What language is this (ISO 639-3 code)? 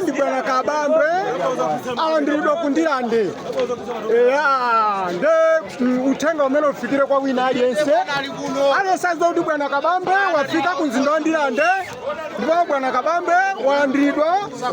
nya